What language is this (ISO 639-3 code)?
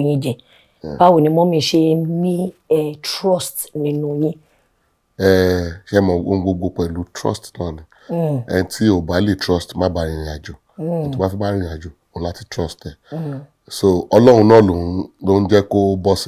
yor